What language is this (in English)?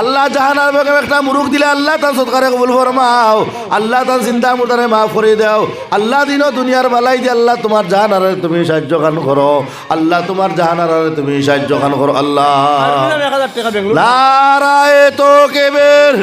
Sylheti